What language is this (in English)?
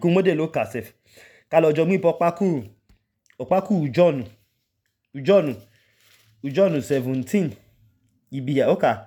Idoma